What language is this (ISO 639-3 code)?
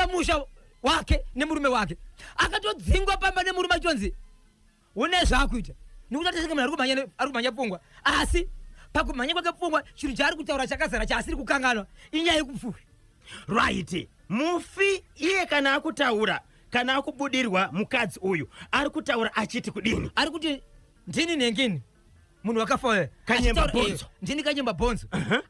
sna